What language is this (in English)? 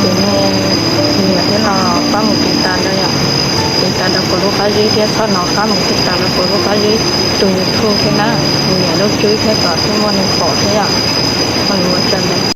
Hmong